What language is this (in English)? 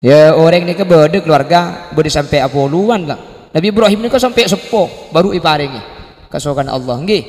Madurese